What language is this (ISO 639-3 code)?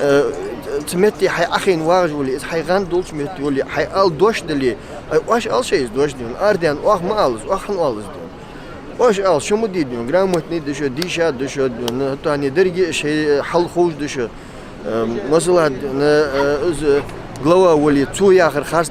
inh